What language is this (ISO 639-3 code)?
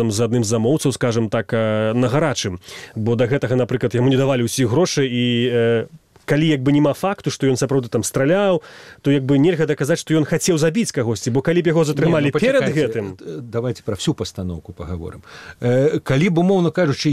bel